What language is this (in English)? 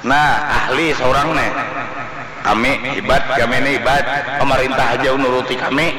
Banjar